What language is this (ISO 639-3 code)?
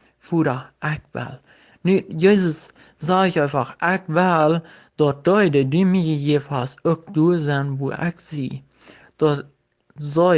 pdt